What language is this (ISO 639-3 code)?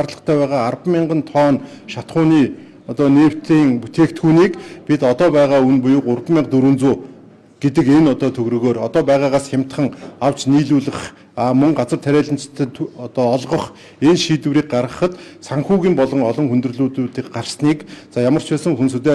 mon